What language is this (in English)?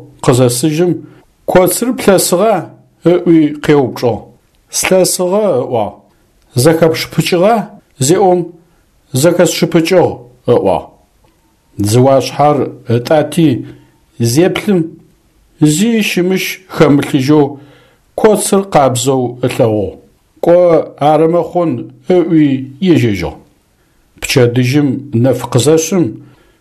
Adyghe